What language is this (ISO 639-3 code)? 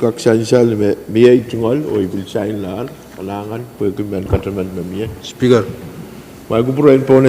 pon